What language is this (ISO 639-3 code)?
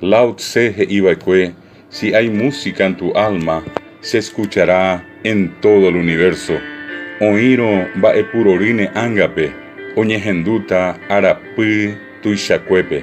grn